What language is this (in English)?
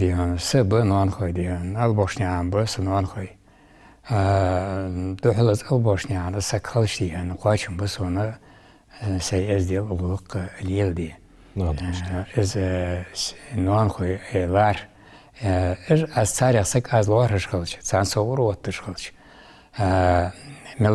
Ingush